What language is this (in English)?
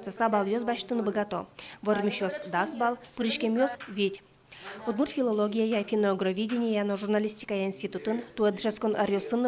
Udmurt